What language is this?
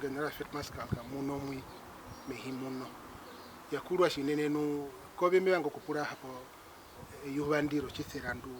Herero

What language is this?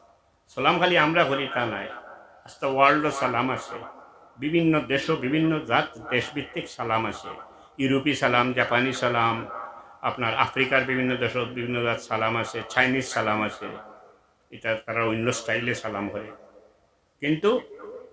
Sylheti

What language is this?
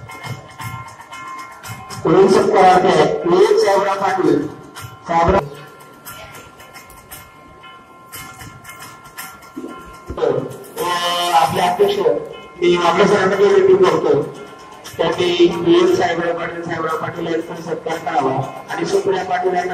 Marathi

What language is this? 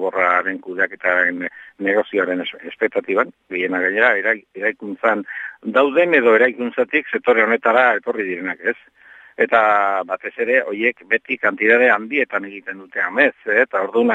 Basque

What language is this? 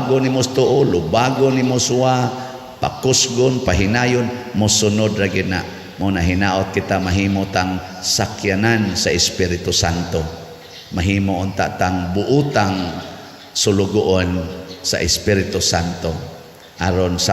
Cebuano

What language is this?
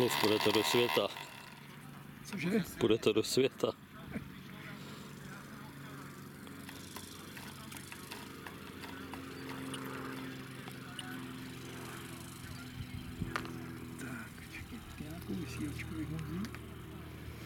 Czech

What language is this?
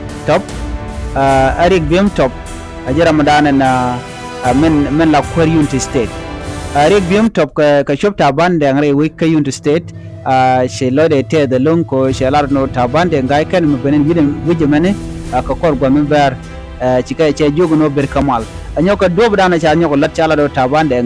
Nuer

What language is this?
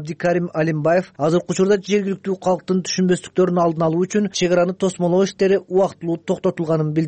Kyrgyz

